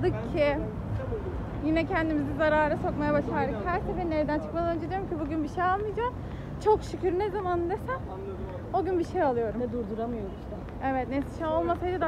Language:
Turkish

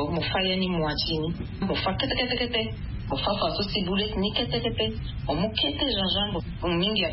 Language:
Sango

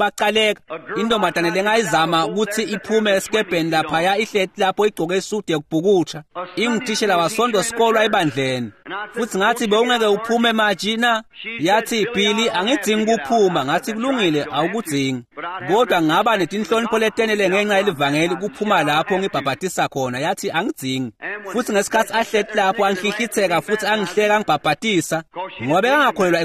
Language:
Swati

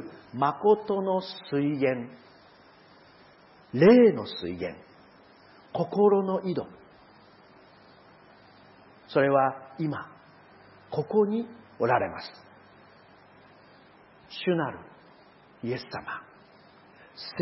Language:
Japanese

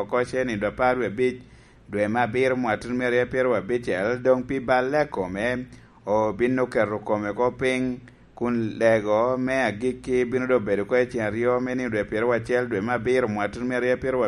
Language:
Lango (Uganda)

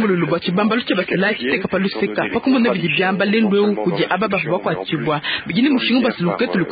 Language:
Luba-Lulua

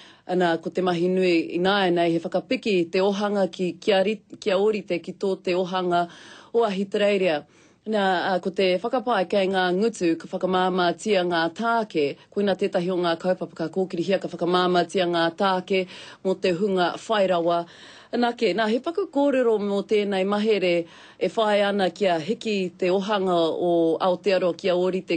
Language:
Māori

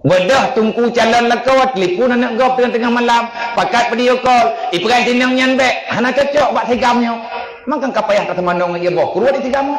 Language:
Achinese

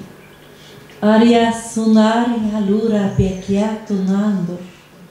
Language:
Norwegian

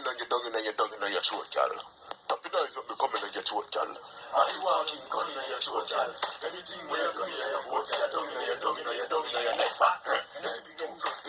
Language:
Jamaican Creole English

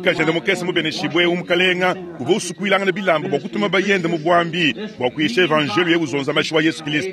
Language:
Luba-Lulua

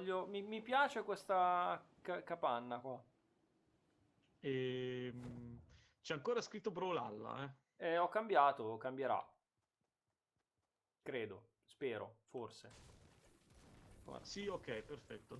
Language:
Italian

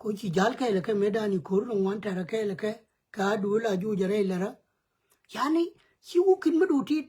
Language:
Nuer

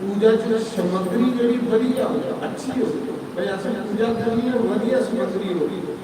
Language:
Dogri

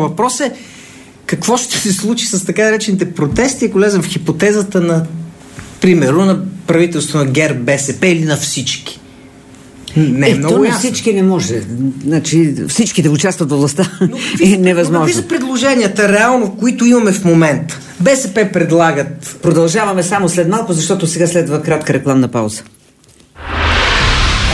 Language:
Bulgarian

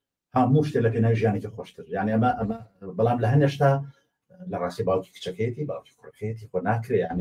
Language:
Central Kurdish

